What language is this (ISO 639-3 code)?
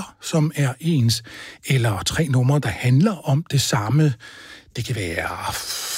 dan